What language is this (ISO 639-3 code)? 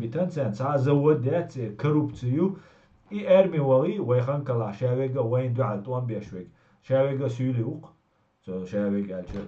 che